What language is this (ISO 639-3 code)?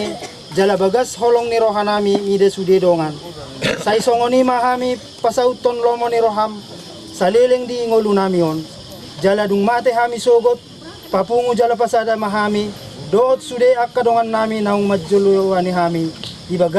bbc